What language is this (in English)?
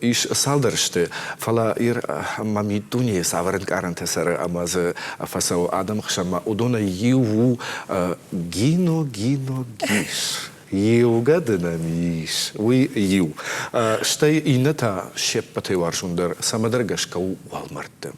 Ossetic